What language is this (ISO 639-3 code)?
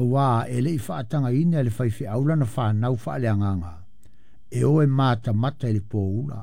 smo